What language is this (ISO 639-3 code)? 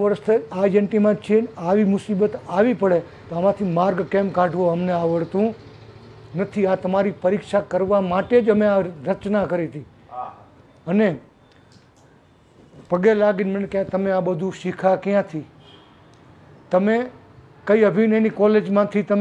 guj